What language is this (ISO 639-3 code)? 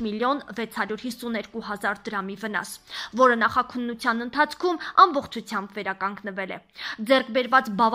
hye